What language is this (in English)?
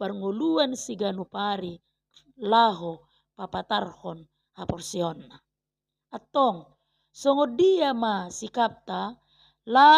Batak Toba